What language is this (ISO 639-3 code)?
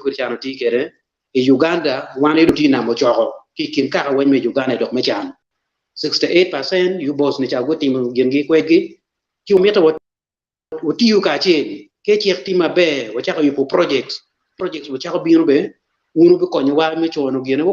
ach